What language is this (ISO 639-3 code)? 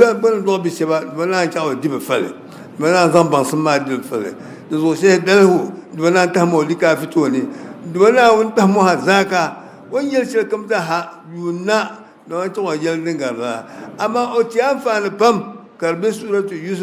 dag